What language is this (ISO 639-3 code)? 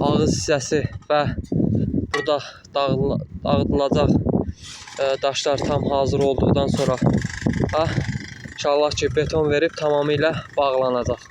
aze